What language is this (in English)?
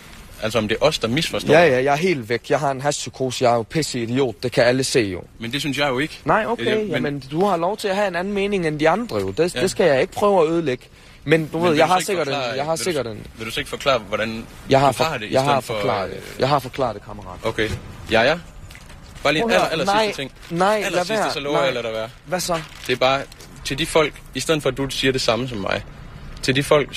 Danish